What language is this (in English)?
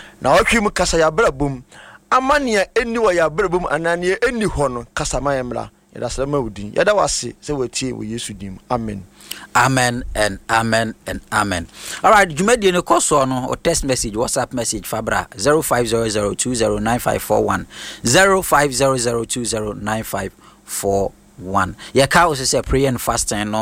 Akan